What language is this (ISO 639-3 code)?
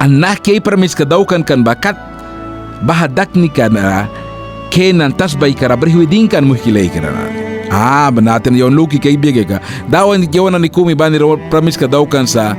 miq